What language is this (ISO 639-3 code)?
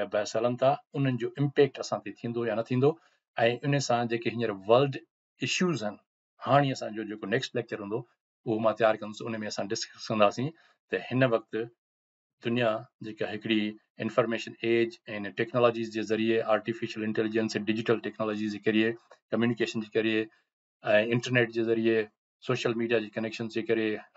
snd